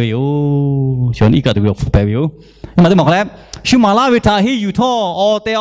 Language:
Lahu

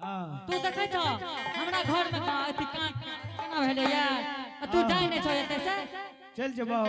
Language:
Angika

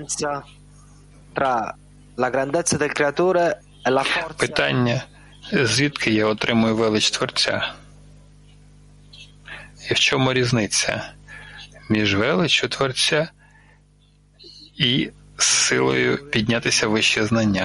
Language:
Ukrainian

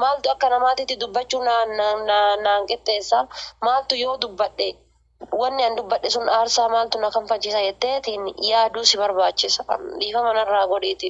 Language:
Oromo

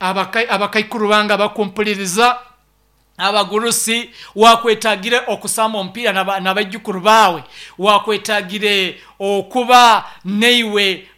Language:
Nyankole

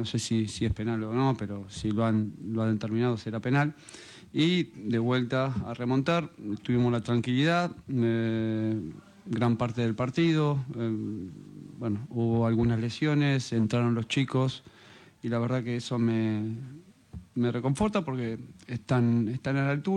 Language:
Spanish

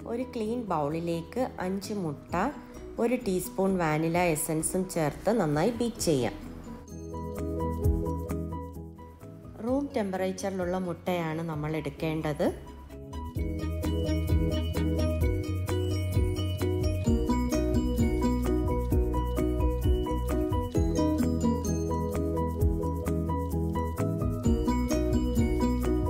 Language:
Malayalam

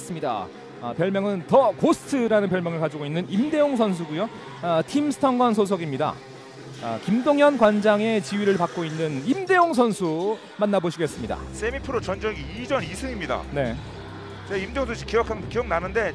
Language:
Korean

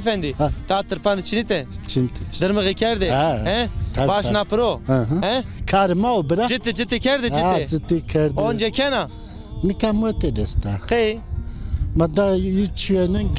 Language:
Zaza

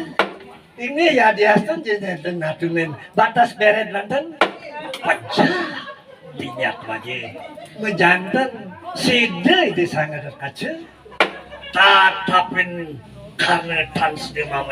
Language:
Balinese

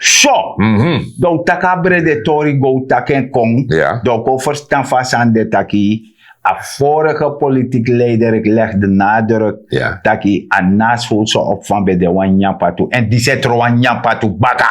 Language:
Sranan Tongo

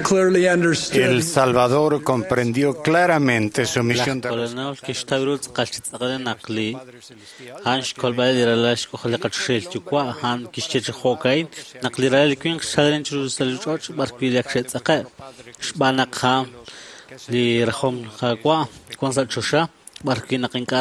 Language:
Kekchí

